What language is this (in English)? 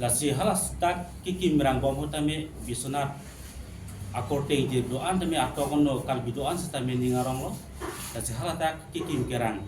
Karbi